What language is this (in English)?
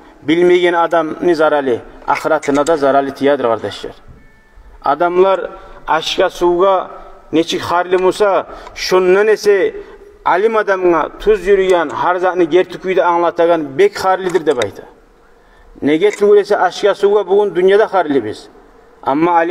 Kumyk